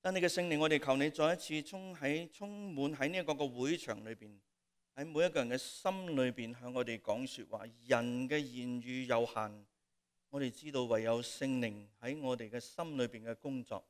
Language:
Cantonese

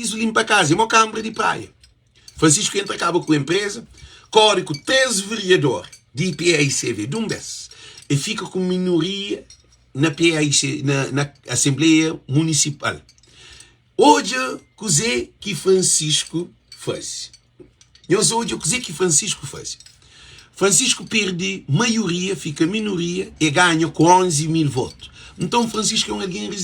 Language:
Kabuverdianu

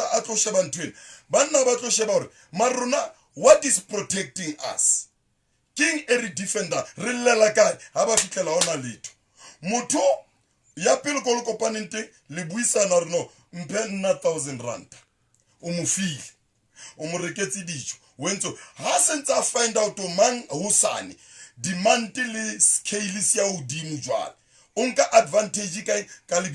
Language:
Southern Sotho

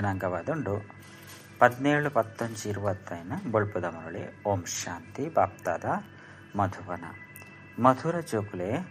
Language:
Tulu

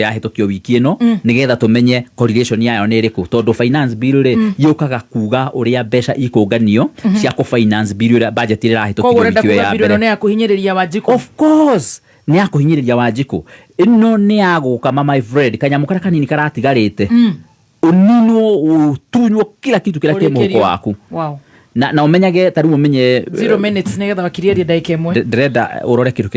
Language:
Kikuyu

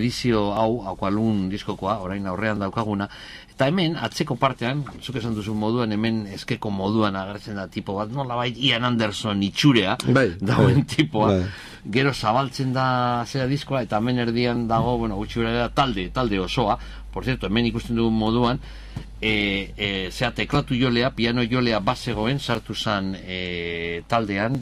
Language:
Basque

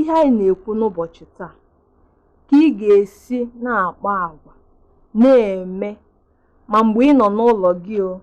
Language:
Igbo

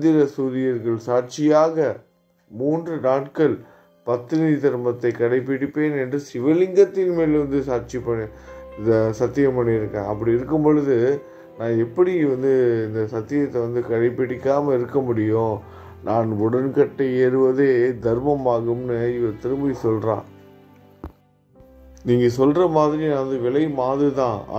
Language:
Tamil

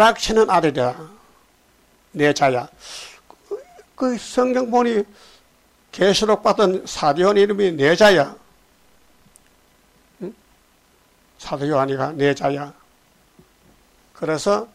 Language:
Korean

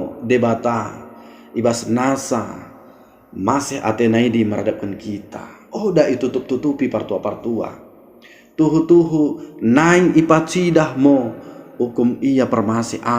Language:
Batak Dairi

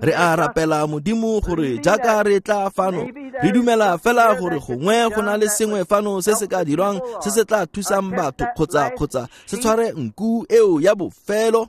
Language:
Tswana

